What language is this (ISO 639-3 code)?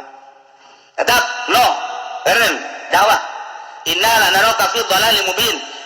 sun